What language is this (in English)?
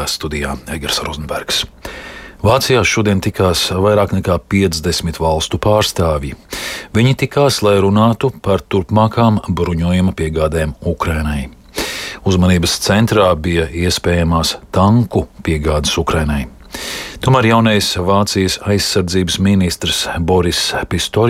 Latvian